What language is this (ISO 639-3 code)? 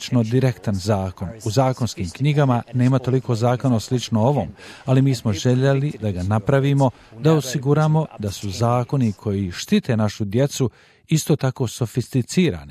hrv